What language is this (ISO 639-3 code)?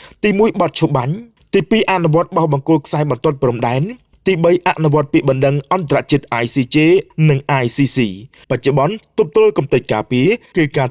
khm